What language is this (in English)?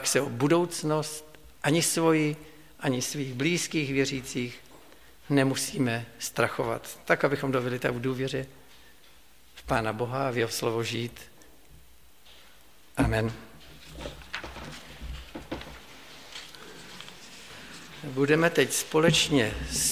Czech